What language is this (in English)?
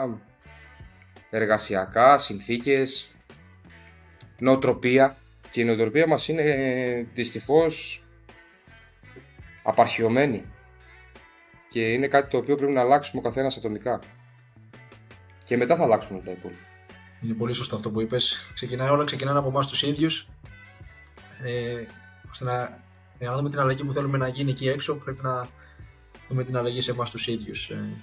Greek